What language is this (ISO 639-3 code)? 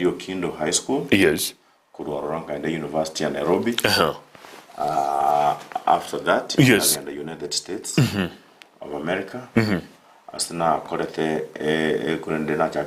guz